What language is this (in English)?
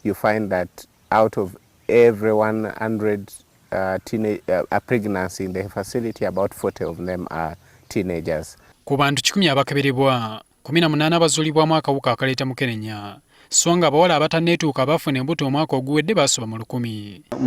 Ganda